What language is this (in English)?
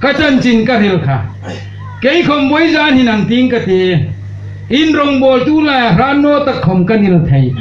Hmar